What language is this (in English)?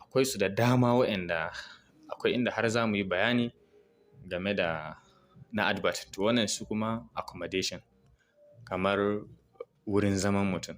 Hausa